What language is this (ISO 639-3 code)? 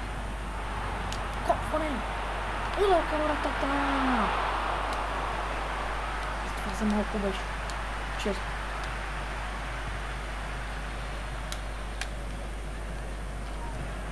bul